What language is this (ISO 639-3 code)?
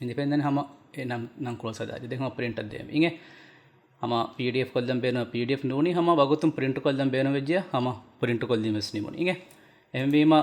div